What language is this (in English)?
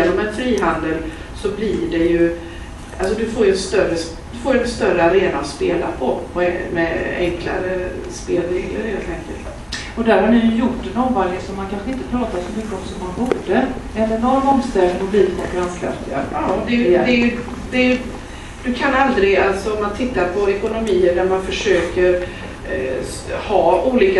Swedish